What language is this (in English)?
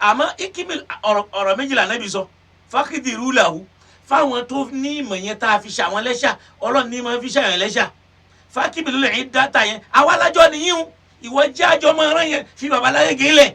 Yoruba